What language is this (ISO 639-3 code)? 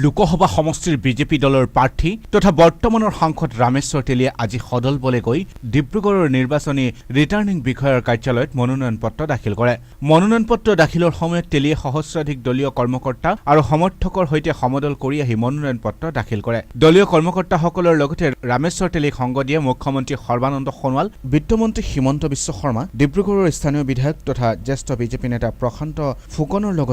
asm